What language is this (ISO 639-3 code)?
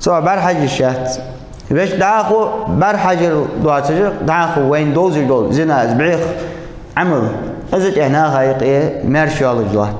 inh